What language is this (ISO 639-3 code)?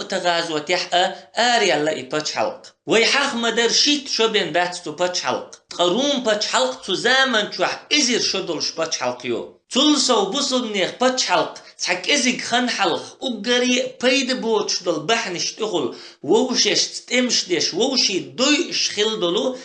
che